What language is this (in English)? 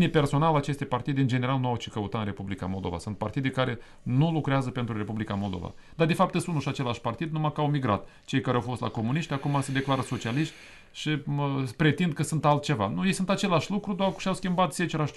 Romanian